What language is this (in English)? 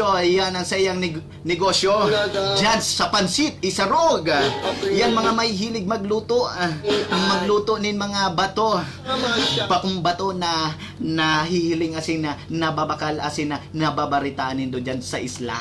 Bikol